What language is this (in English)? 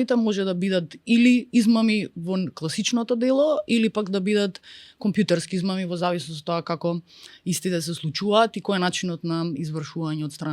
Macedonian